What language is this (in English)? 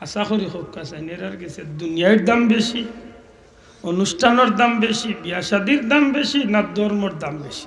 Sylheti